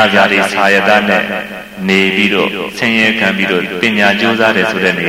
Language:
Burmese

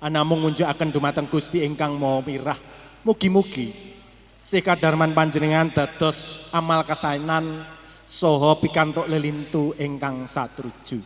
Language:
Javanese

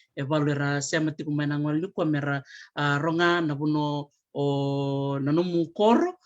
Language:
Fijian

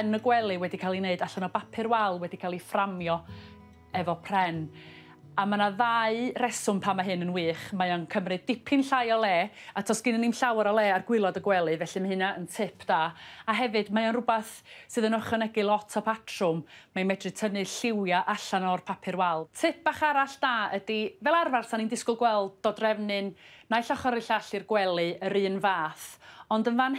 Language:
Welsh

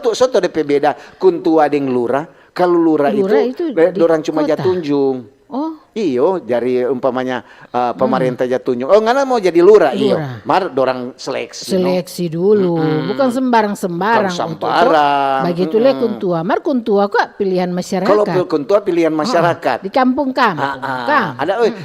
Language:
Manado Malay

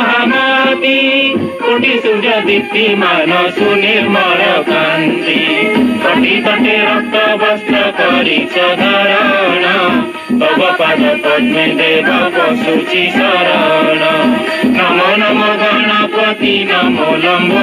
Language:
Odia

